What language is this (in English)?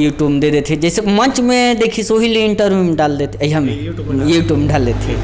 Chhattisgarhi